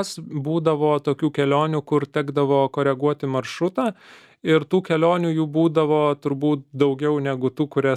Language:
Lithuanian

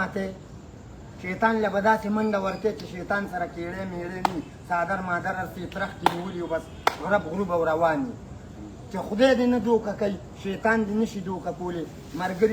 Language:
Pashto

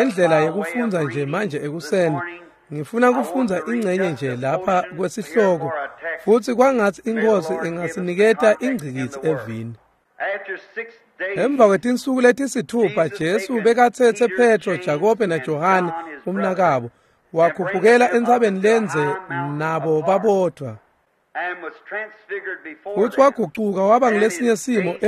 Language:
Swati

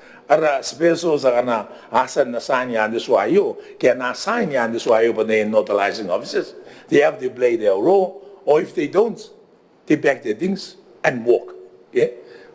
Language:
Gilbertese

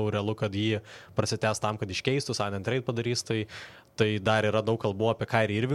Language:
Lithuanian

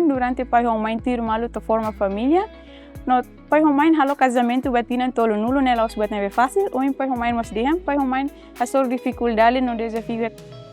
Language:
Tetum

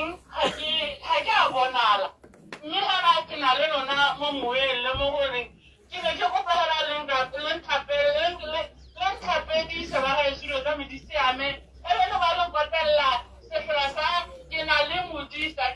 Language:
Tswana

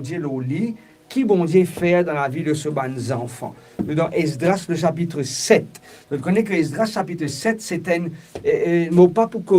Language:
Morisyen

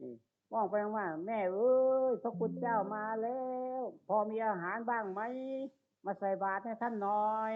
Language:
Northeastern Thai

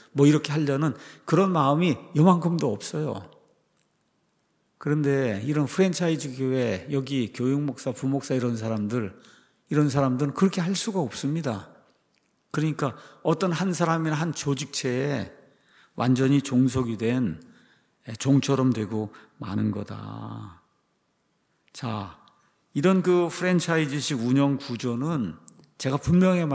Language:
Korean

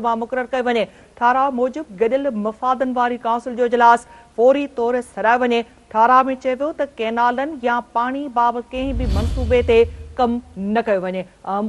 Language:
Sindhi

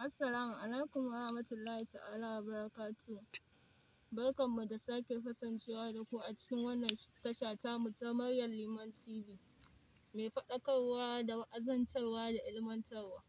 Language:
Hausa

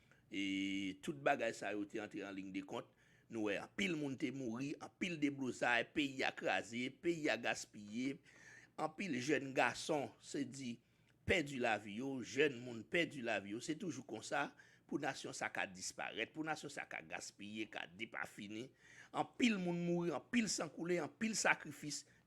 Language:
Haitian Creole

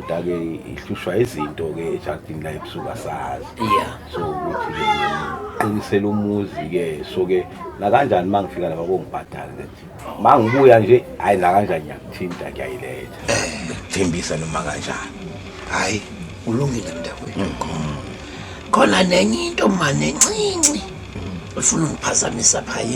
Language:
Zulu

